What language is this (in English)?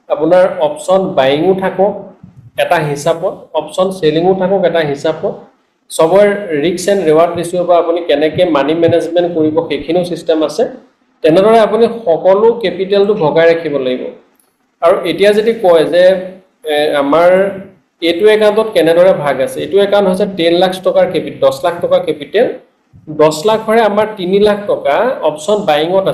Assamese